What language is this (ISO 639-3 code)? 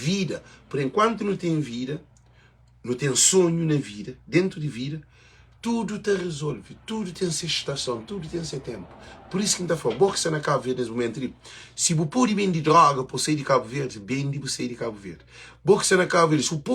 kea